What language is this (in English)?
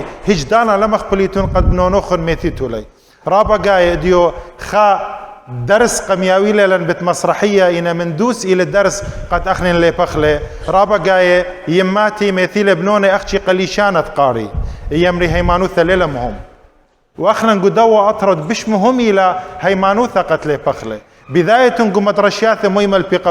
Assyrian Neo-Aramaic